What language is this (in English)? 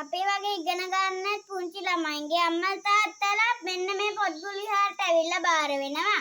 Sinhala